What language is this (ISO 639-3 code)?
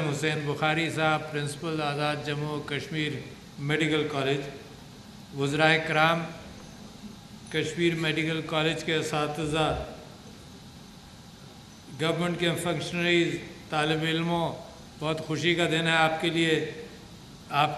urd